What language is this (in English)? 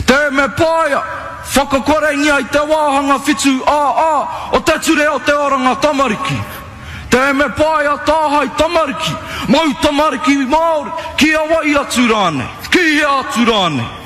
Māori